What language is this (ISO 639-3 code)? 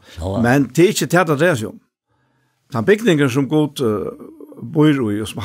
fao